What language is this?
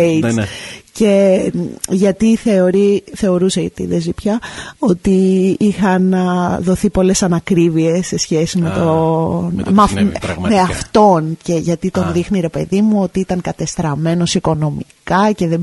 Greek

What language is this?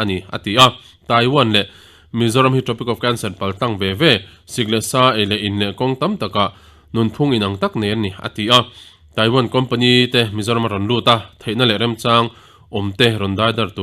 Mizo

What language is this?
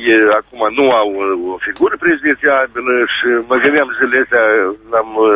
Romanian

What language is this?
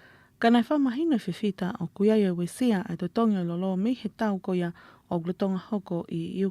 Tongan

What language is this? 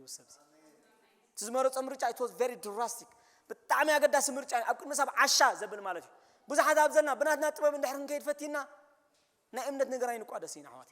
Tigrinya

